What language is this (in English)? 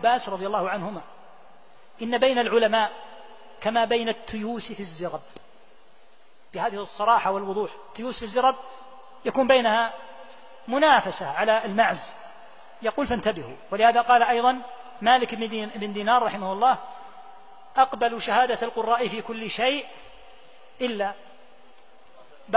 Arabic